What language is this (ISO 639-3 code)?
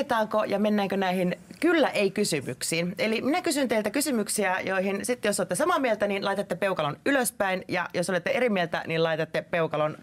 fin